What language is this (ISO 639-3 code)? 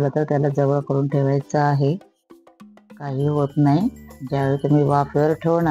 mar